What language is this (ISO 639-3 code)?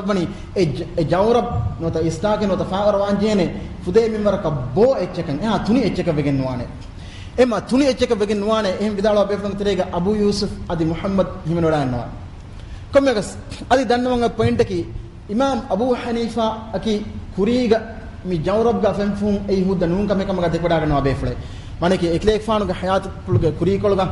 div